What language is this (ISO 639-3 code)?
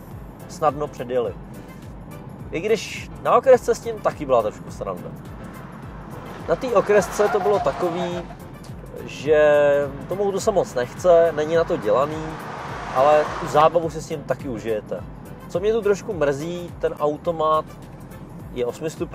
ces